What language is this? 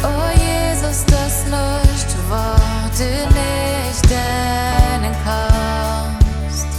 Plautdietsch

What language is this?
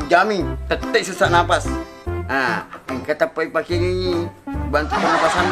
Buginese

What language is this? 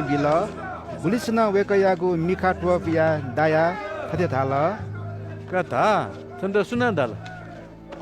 Newari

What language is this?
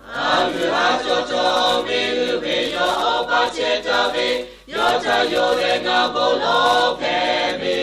Lahu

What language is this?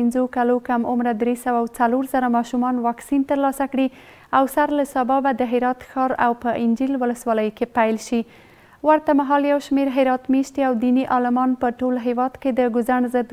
Pashto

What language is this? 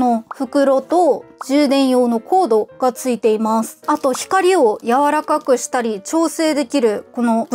Japanese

